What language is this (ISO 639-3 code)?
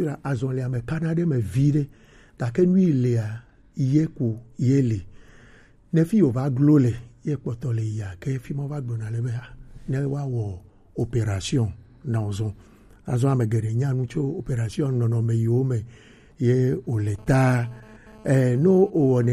gej